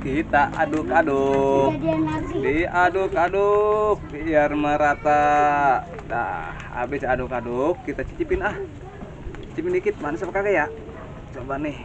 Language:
Betawi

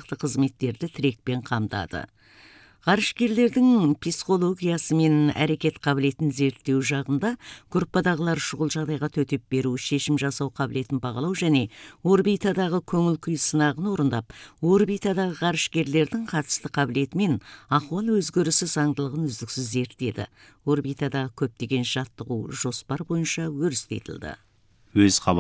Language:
Kazakh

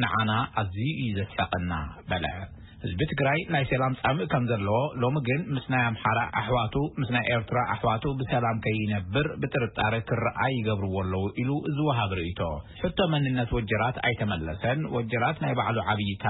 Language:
Tigrinya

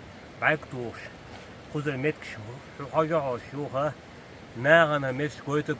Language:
Chechen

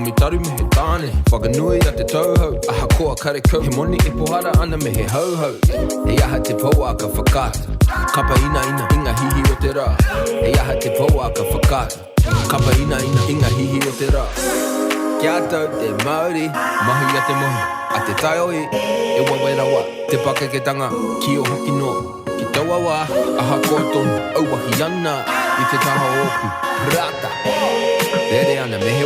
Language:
Māori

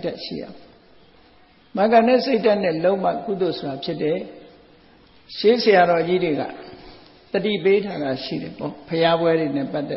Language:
Burmese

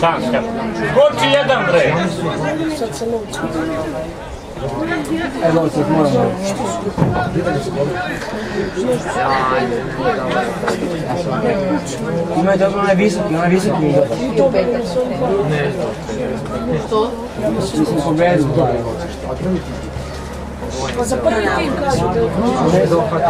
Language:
Serbian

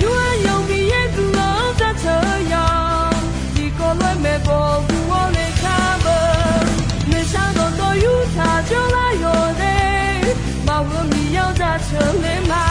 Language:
Akha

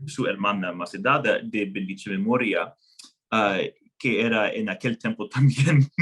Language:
Ladino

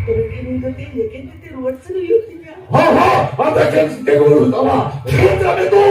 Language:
Santali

